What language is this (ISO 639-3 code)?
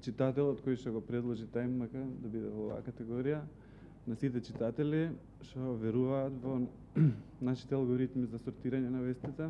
mkd